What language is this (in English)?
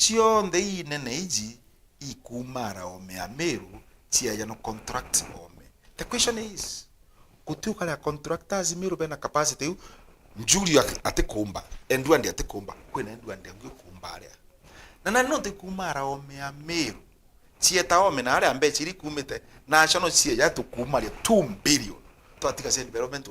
Meru